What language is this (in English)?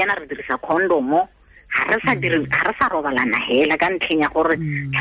Tswana